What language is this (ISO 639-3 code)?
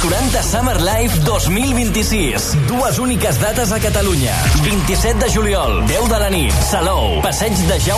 cat